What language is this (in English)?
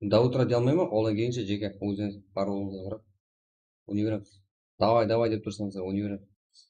Kara-Kalpak